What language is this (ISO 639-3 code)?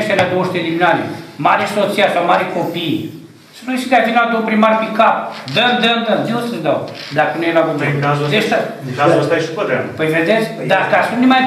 ron